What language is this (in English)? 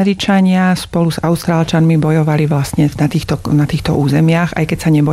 Slovak